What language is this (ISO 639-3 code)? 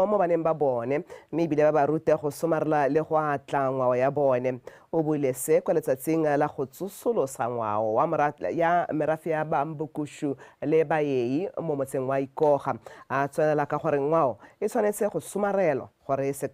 tsn